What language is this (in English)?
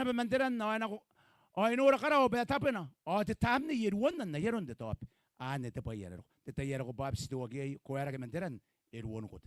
Gilbertese